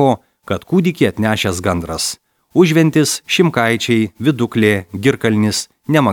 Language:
Lithuanian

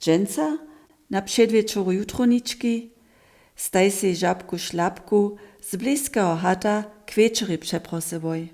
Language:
Upper Sorbian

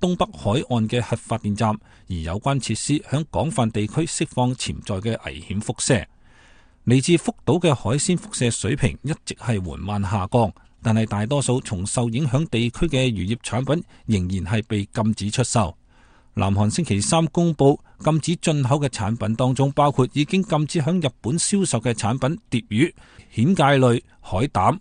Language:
Cantonese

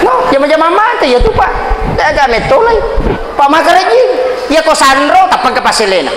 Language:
Buginese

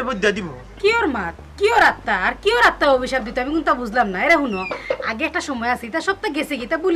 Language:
Sylheti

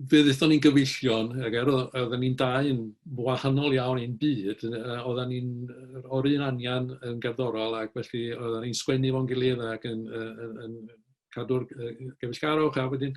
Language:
Welsh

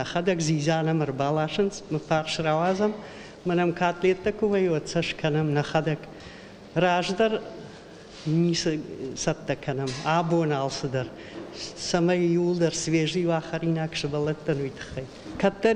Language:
Ossetic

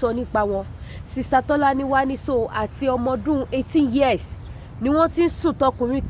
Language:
Yoruba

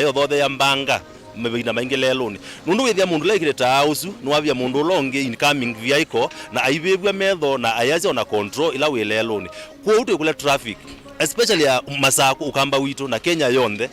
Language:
Kamba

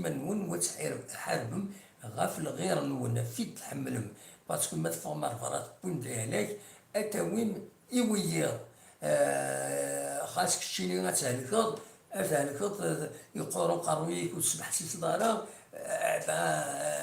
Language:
Kabyle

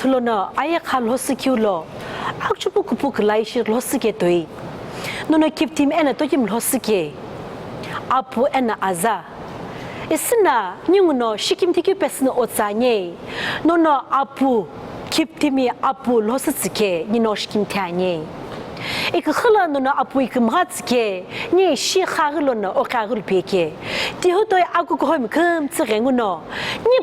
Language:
Sumi Naga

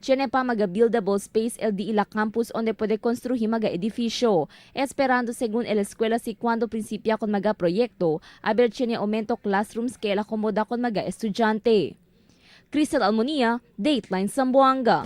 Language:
Chavacano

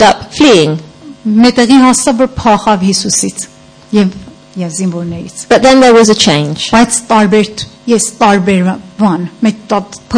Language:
Armenian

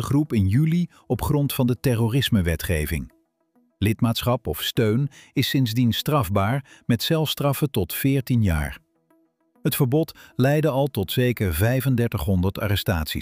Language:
Dutch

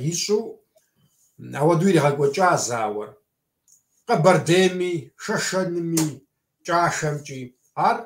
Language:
Kabardian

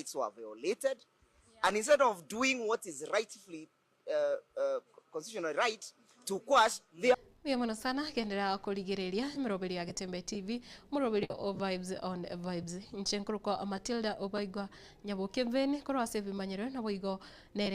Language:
Gusii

